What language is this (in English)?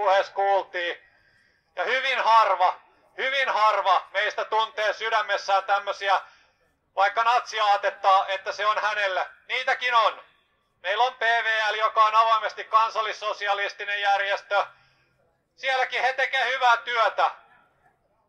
Finnish